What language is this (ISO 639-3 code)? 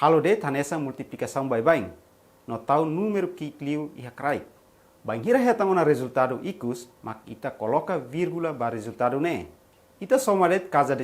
tet